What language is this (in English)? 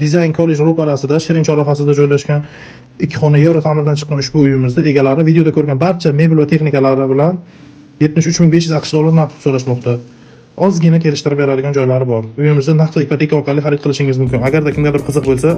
Uzbek